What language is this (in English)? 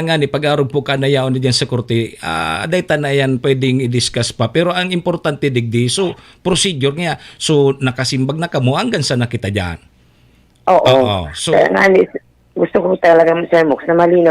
Bikol